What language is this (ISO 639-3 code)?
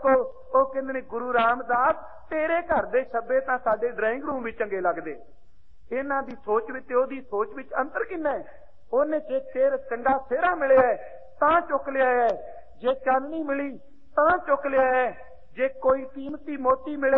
pan